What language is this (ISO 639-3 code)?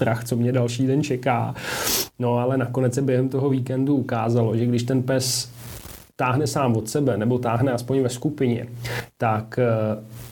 ces